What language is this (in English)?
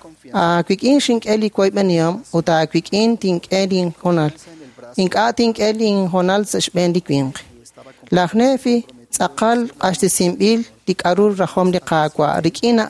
Kekchí